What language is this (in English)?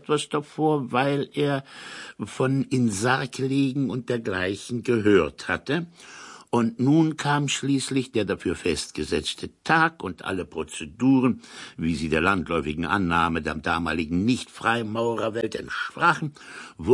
German